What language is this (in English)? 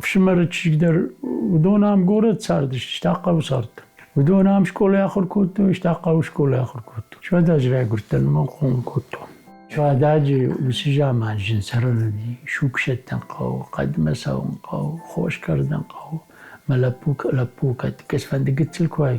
Ossetic